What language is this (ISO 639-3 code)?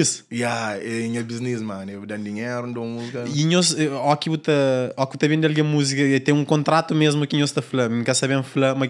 kea